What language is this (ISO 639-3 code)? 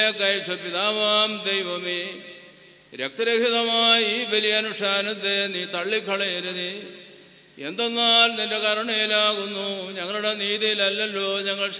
mal